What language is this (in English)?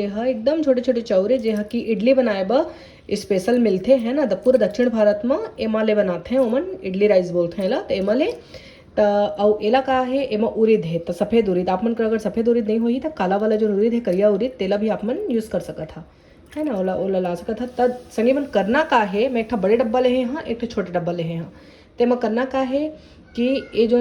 Chhattisgarhi